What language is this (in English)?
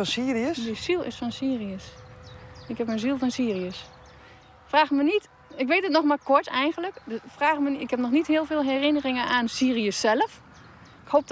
Western Frisian